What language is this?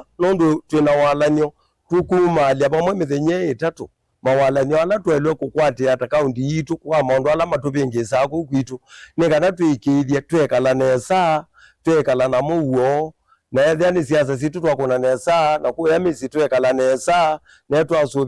Kamba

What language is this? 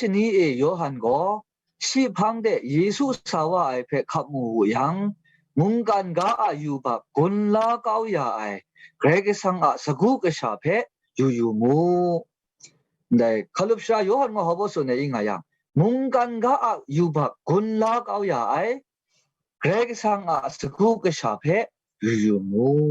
Kachin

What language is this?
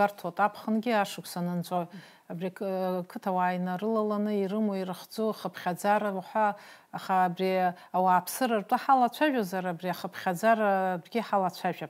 Abkhazian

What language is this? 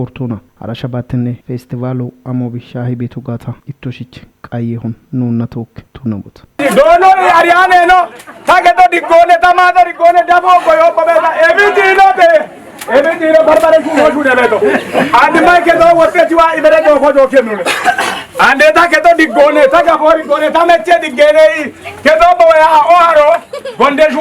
Kafa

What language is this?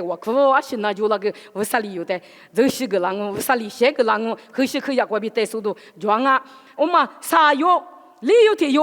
Lisu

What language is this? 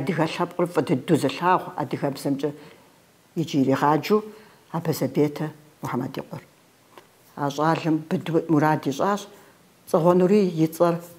Kabardian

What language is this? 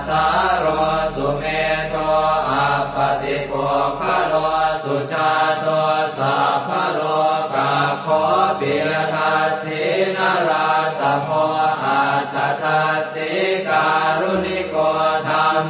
Pali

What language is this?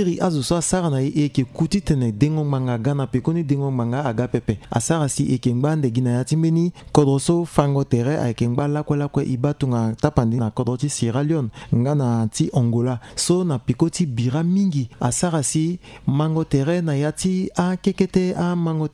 Sango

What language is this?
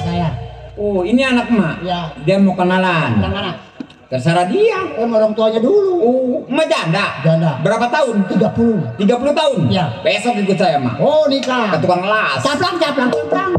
Betawi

